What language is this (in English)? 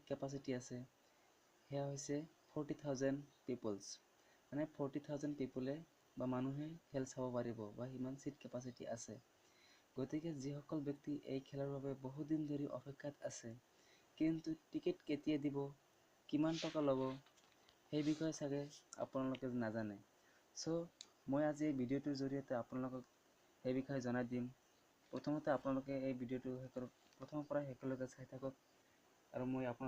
Assamese